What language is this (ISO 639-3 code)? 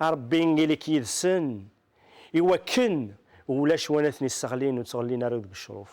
kab